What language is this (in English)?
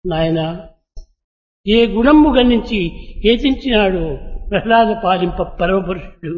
Telugu